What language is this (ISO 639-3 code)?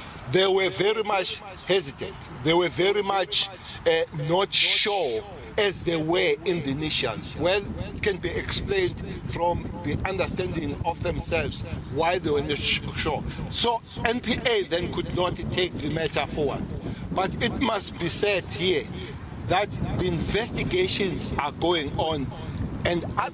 eng